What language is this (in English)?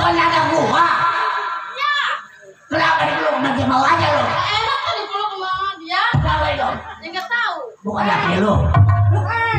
Betawi